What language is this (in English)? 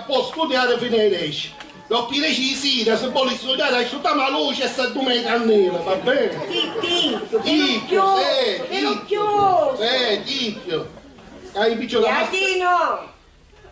Sicilian